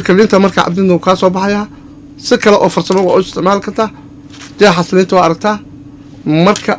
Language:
Somali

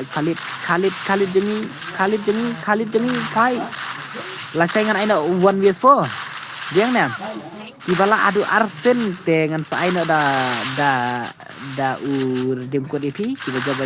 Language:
Khasi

